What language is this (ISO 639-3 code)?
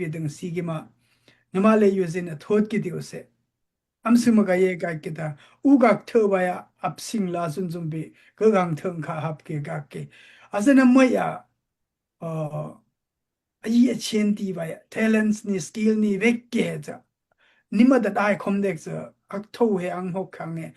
dao